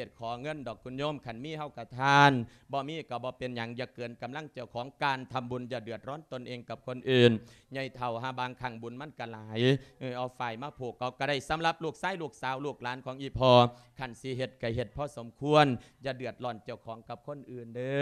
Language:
Lao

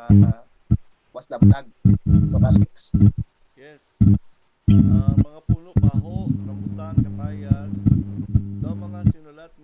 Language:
Hiligaynon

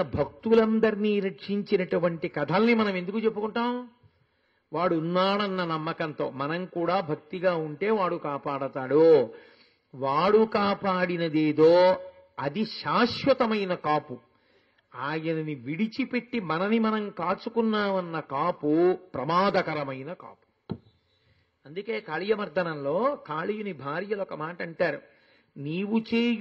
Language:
Telugu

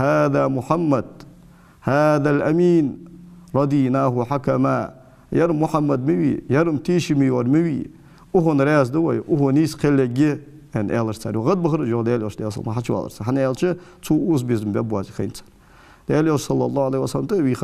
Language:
Ingush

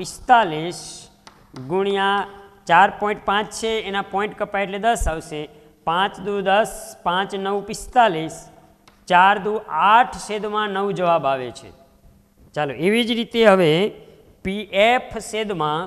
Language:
Gujarati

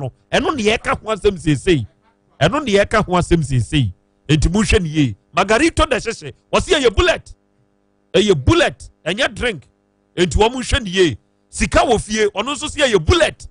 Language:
Akan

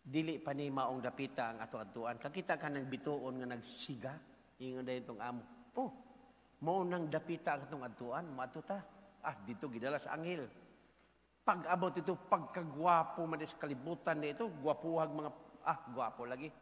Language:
Cebuano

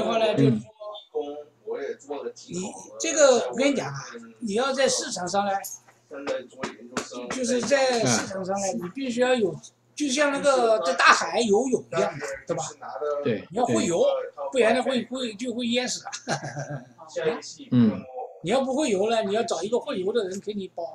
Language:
Chinese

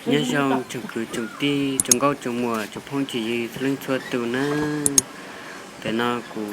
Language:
Hmong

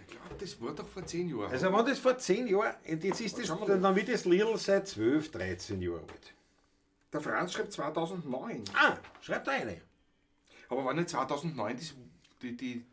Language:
Bavarian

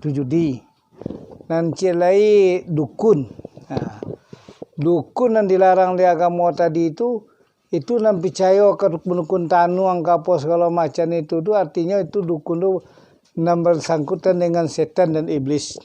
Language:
Minangkabau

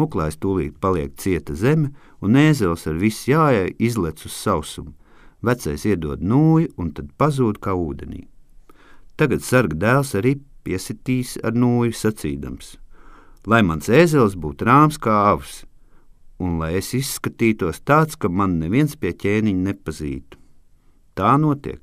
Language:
Latvian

